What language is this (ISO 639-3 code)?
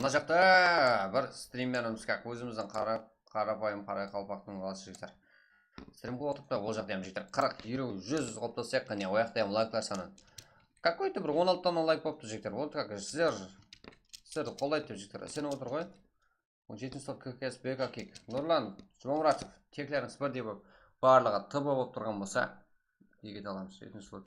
kaa